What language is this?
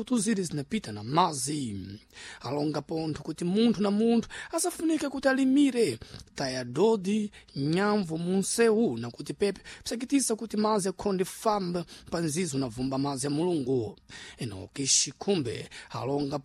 Sena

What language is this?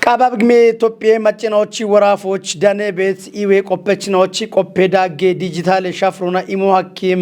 Kafa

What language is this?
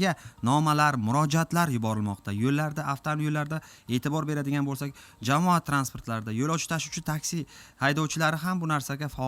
Uzbek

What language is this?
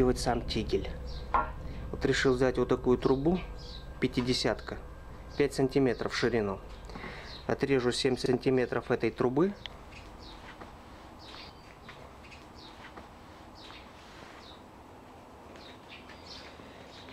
Russian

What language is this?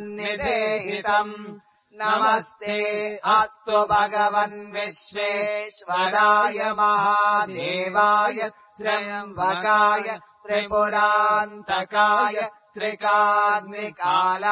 Sanskrit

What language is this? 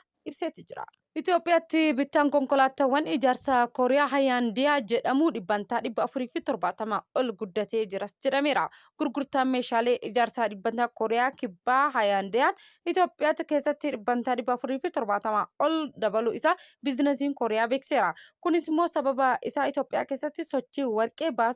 Oromo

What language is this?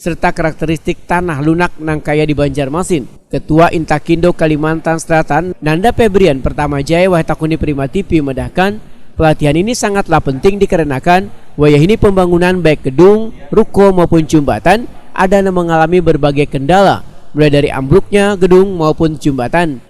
Banjar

